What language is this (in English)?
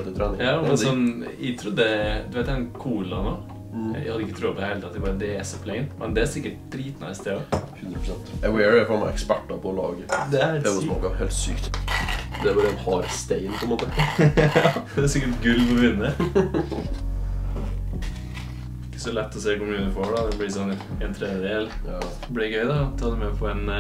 Norwegian